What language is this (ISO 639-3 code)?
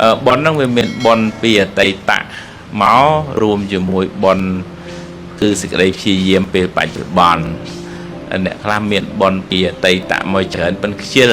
khm